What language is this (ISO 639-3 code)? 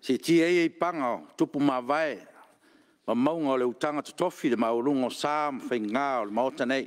smo